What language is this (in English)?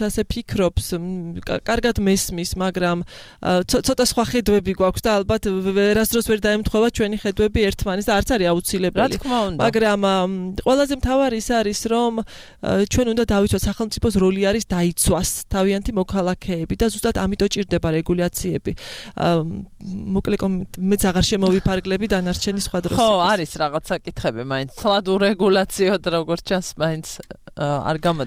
Georgian